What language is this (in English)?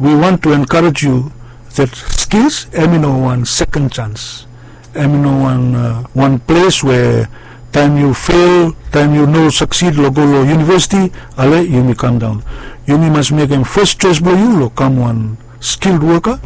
Bislama